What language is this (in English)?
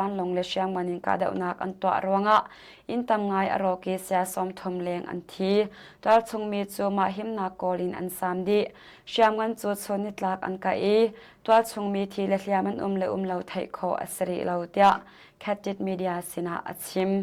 Hakha Chin